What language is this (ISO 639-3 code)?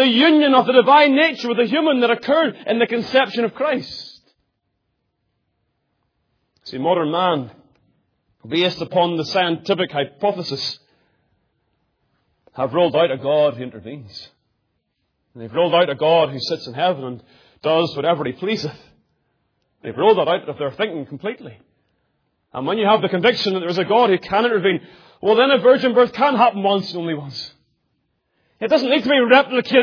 eng